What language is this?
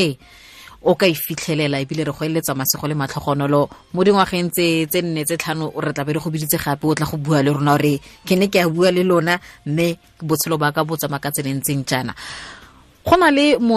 Tswana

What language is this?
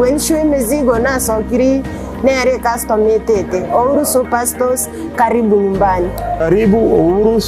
Gusii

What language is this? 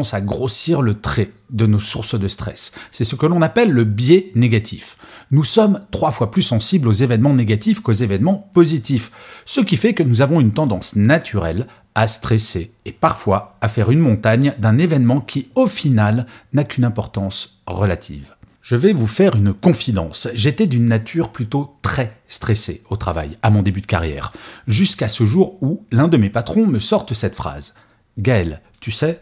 French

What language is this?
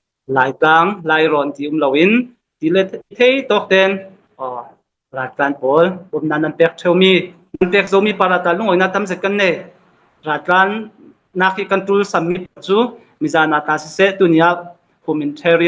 Falam Chin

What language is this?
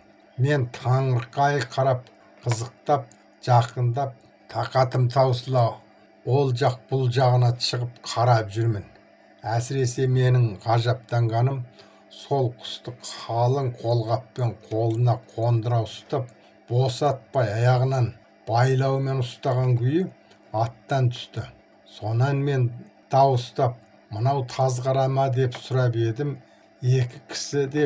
Kazakh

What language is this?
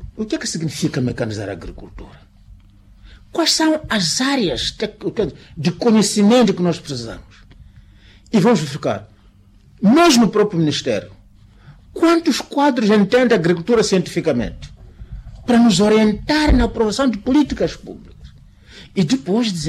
Portuguese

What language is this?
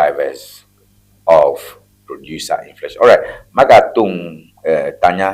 Ewe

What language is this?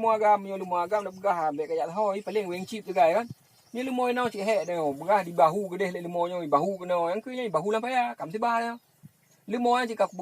Achinese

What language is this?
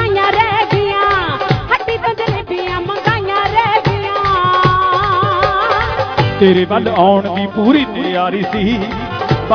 Punjabi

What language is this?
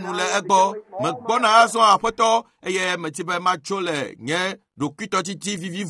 Ewe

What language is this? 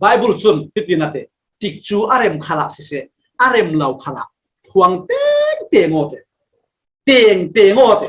Falam Chin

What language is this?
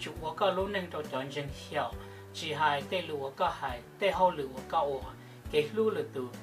Hmong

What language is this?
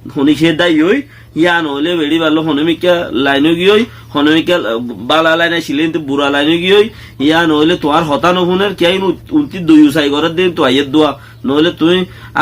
Rohingya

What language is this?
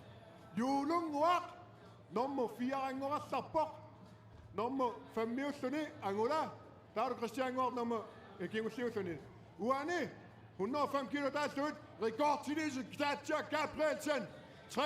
Kalaallisut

